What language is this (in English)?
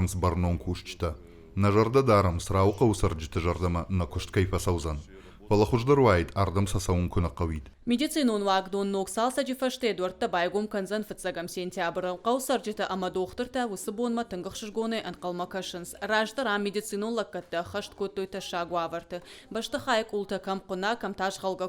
Ossetic